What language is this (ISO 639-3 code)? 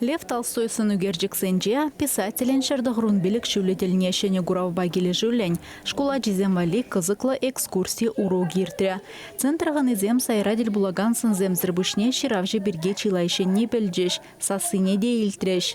chv